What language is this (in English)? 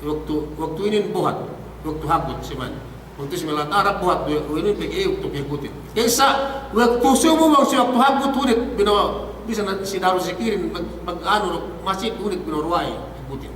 Yakan